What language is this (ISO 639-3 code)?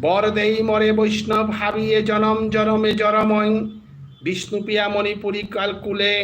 bpy